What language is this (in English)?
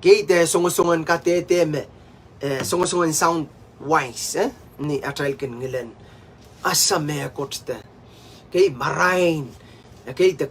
Pohnpeian